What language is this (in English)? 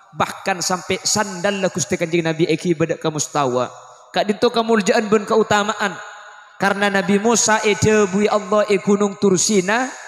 Madurese